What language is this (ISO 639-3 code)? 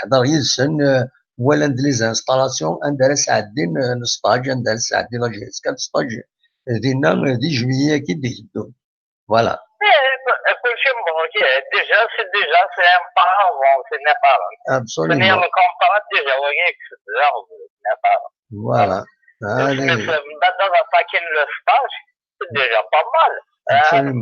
kab